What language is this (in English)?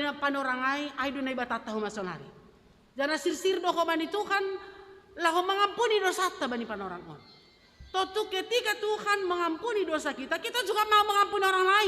Batak Simalungun